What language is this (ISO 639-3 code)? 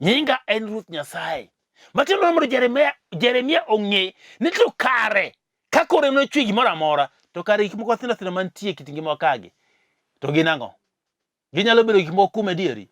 luo